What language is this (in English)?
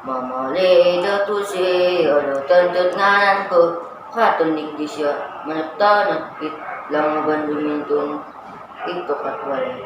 Central Dusun